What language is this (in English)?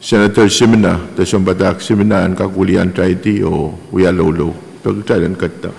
Pohnpeian